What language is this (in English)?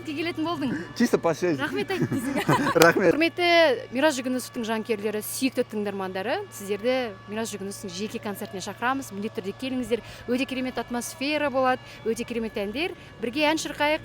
Kazakh